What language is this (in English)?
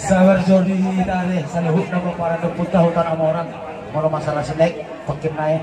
Batak Toba